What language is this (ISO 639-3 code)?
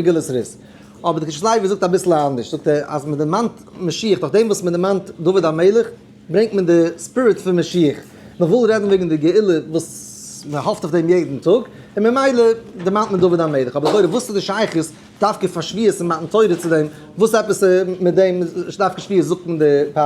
yid